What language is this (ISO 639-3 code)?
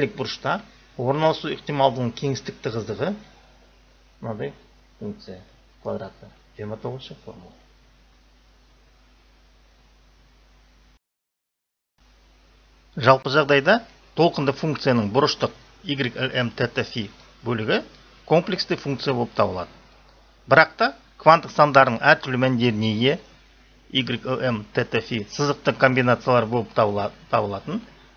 kaz